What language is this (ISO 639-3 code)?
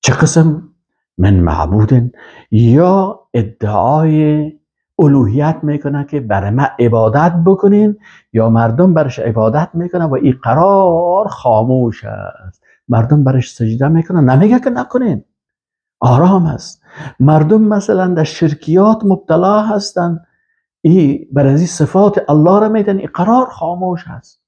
fas